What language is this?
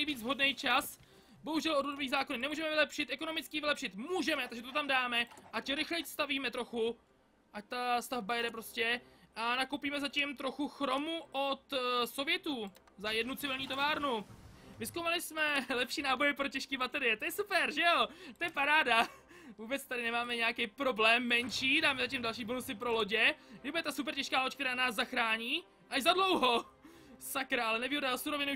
Czech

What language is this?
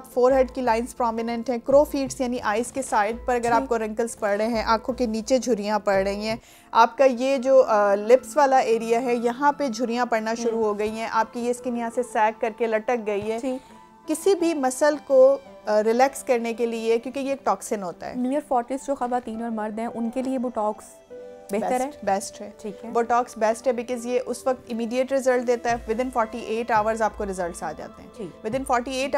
Hindi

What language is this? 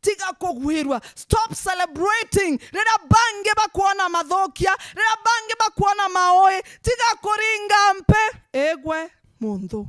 Meru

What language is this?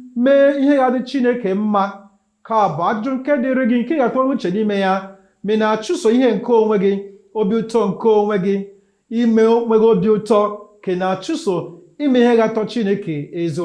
Igbo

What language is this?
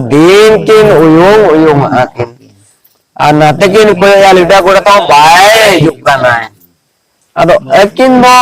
Santali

